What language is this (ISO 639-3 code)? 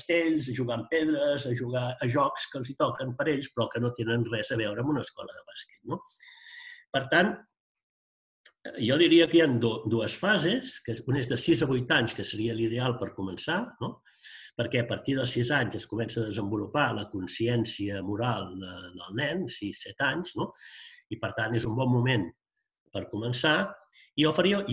cat